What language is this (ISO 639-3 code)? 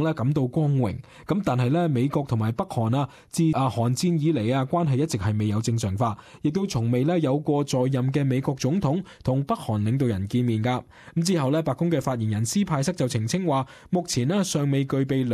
yue